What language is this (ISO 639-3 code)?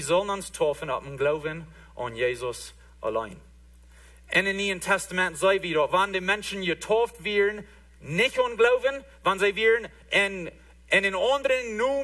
pdt